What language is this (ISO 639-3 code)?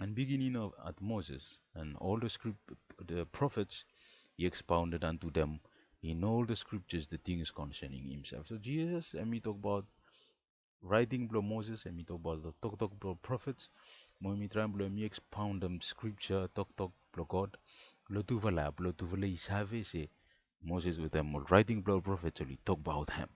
bis